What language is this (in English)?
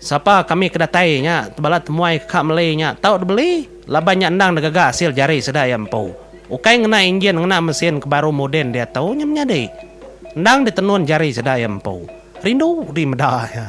Iban